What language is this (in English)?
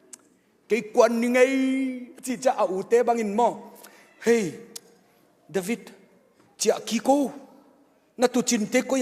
Tedim Chin